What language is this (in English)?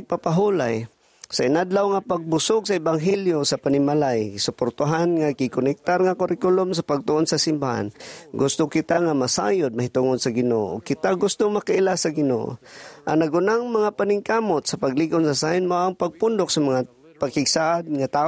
Cebuano